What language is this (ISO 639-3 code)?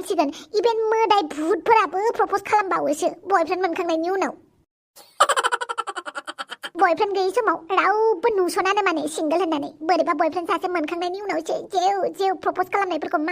brx